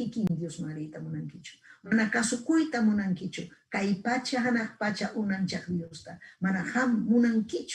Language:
Ayacucho Quechua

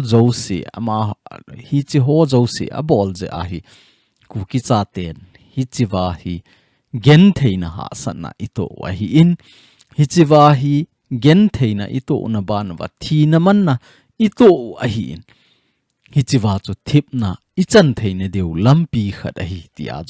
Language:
Thado Chin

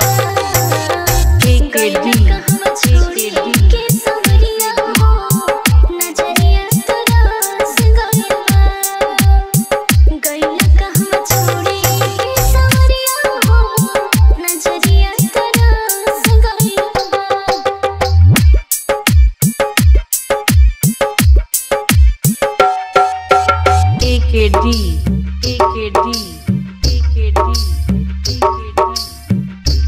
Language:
Bhojpuri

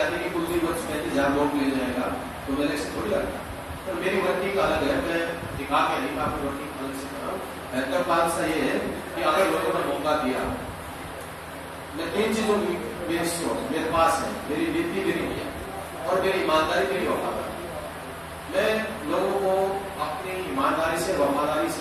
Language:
Hindi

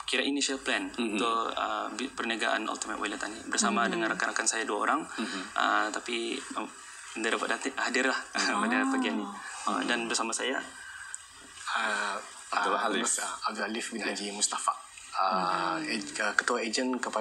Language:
Malay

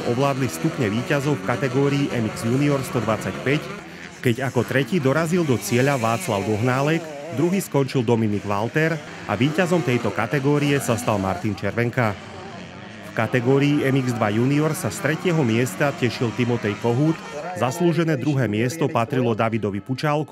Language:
Slovak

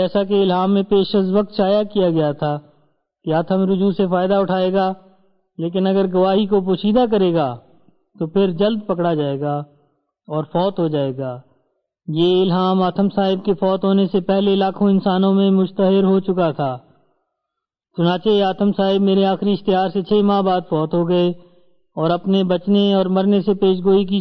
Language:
Urdu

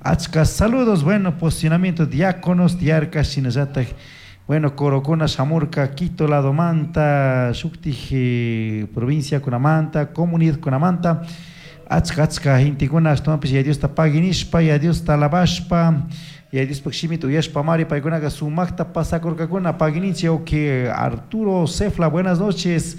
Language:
Chimborazo Highland Quichua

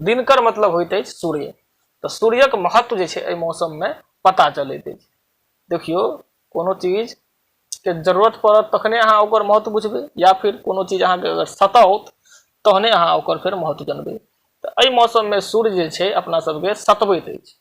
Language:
Maithili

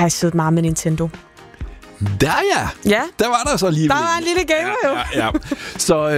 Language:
Danish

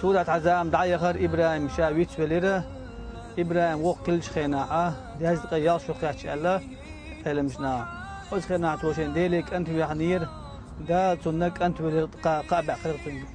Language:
Chechen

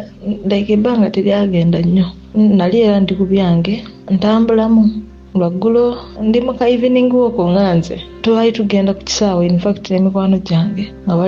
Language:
Ganda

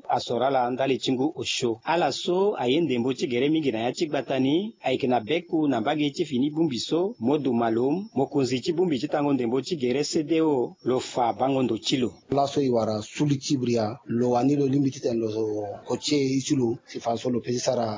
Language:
Sango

